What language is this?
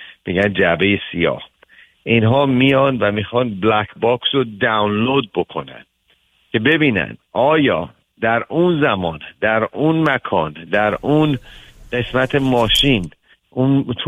Persian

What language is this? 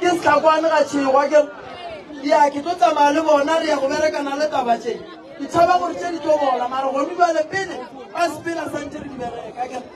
Northern Sotho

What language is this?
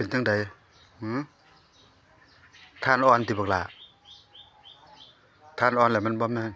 Lao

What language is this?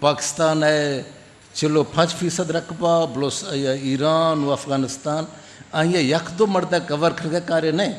Eastern Balochi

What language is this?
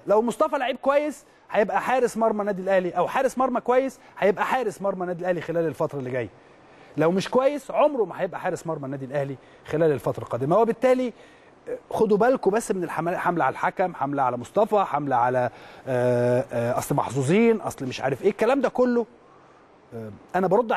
Egyptian Arabic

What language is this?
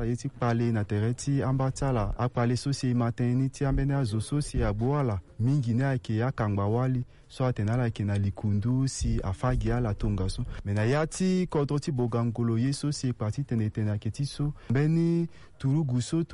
Sango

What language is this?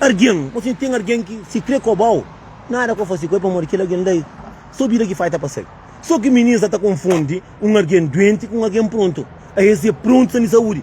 Kabuverdianu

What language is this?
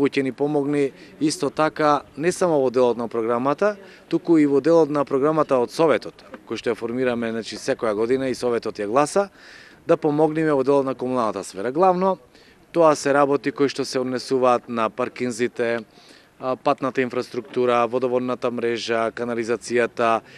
Macedonian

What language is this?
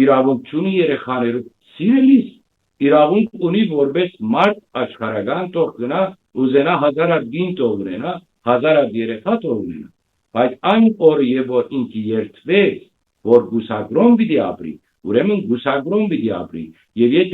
Western Armenian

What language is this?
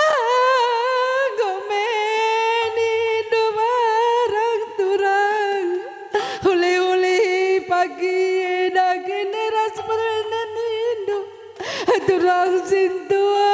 Batak Karo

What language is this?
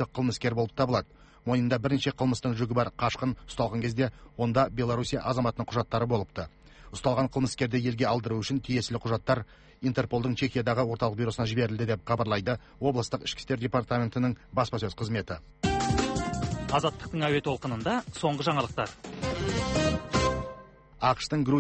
Kazakh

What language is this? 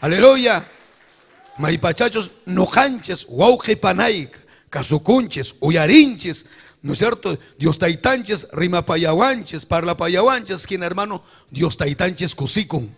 Ayacucho Quechua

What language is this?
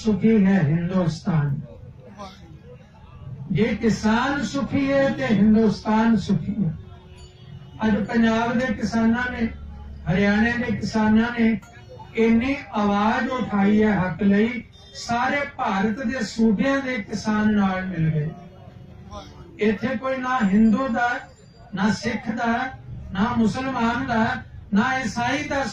Punjabi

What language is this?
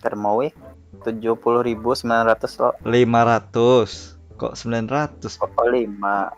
Banjar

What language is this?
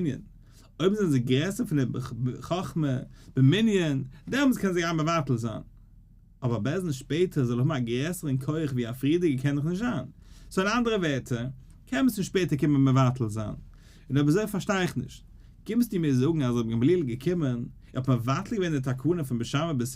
Yiddish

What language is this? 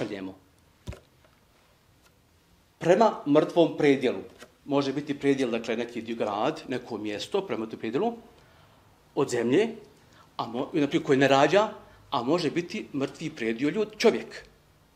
Bosnian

